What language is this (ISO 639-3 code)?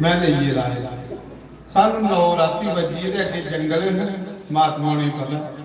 doi